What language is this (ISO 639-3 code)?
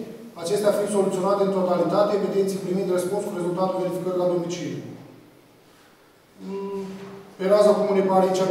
ron